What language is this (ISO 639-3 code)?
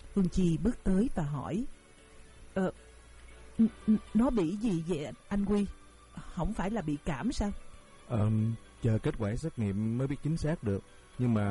vie